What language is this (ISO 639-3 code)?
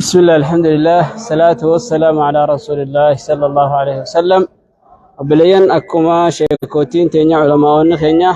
orm